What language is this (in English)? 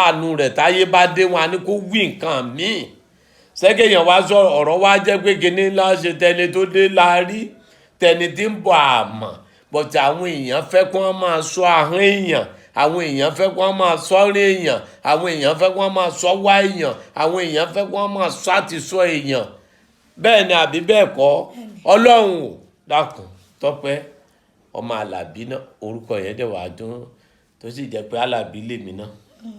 Yoruba